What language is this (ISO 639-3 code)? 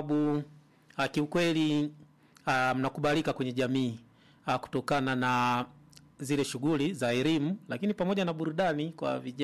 swa